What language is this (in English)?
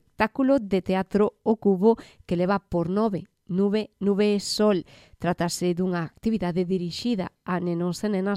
Galician